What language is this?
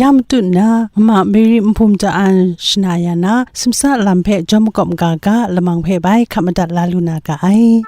Kachin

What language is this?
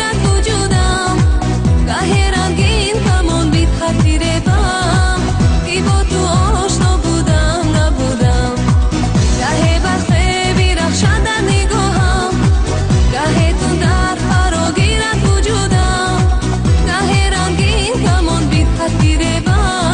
Tajik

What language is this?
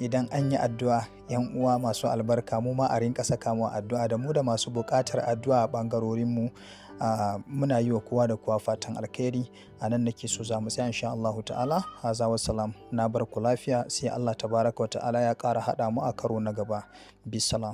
Hausa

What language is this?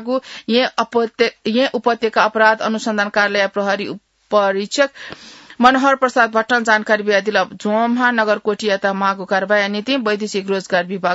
Newari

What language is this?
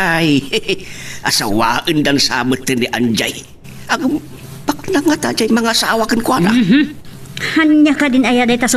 Iloko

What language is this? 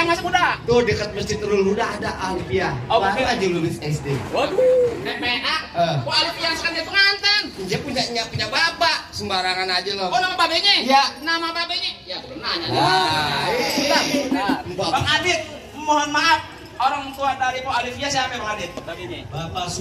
Betawi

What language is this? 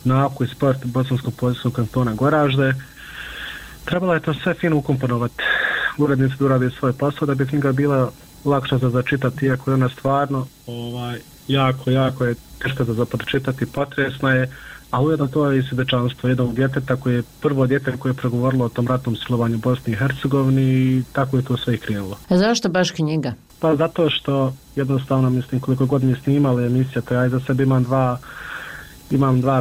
Bosnian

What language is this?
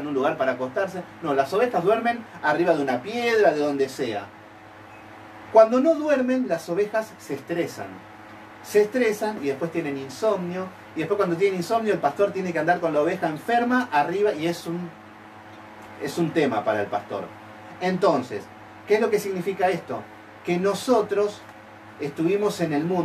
Spanish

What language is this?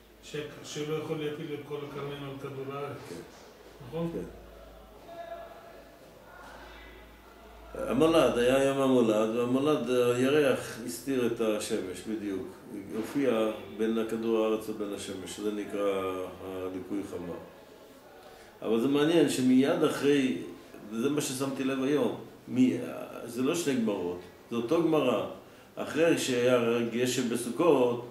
Hebrew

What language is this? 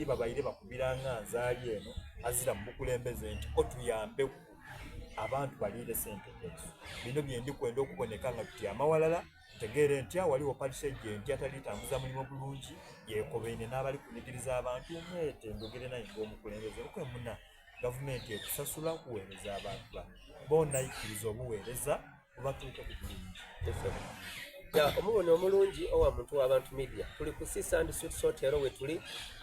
Soga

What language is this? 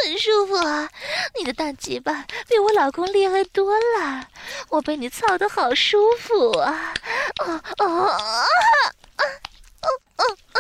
Chinese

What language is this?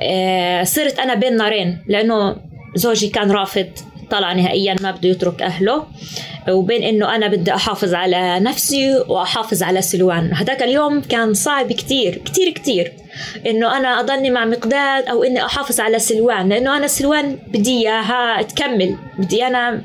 North Levantine Arabic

